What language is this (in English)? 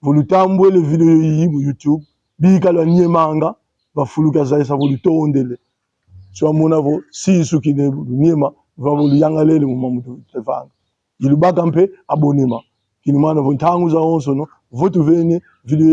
Kongo